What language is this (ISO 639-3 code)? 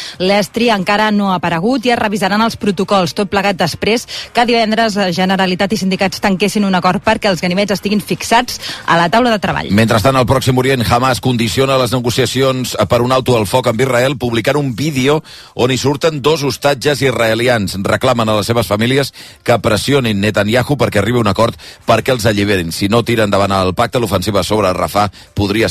cat